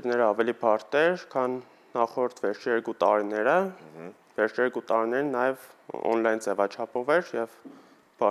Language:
Armenian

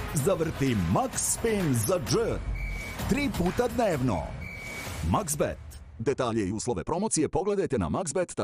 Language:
Serbian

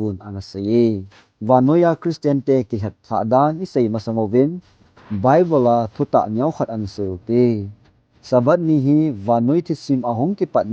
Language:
Thado Chin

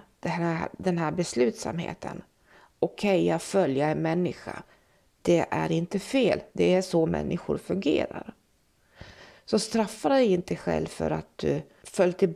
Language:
Swedish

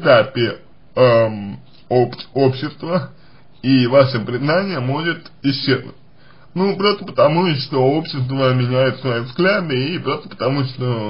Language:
Russian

